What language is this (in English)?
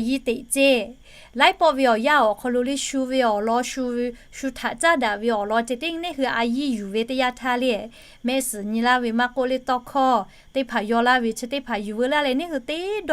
Lahu